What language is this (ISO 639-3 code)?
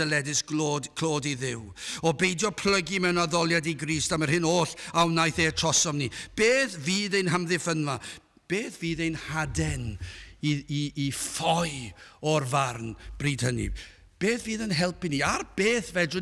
cym